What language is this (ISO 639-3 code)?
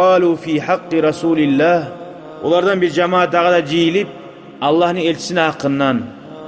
kum